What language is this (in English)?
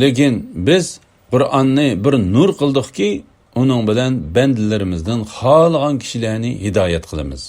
Uyghur